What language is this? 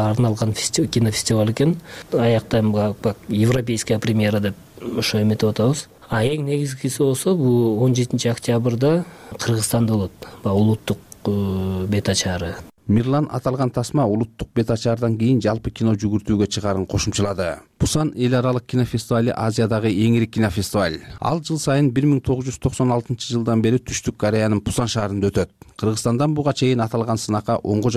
Kyrgyz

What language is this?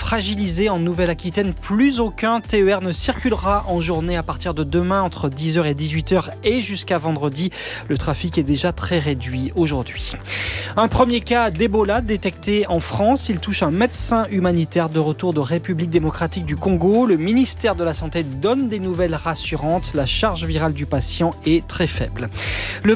French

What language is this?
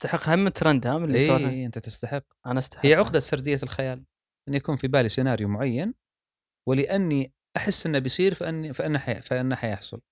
Gulf Arabic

